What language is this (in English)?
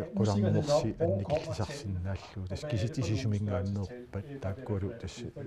Kalaallisut